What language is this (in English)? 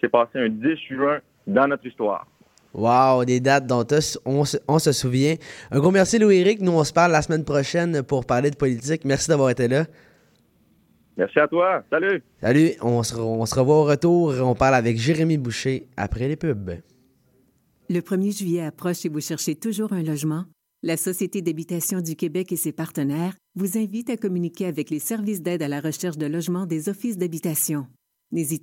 French